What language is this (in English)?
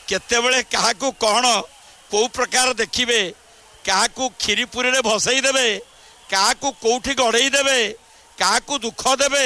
Odia